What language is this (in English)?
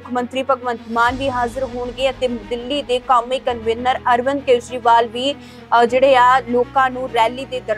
Punjabi